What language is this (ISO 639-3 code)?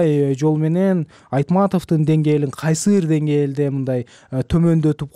kir